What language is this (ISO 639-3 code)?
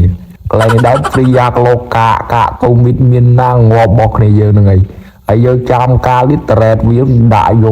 khm